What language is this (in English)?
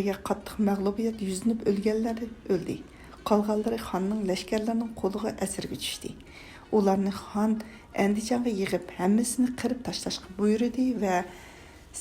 Uyghur